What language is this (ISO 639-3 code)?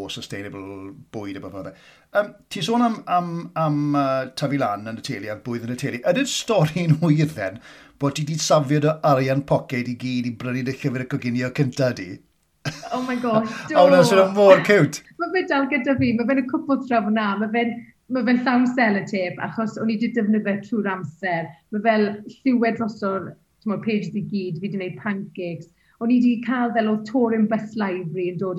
cym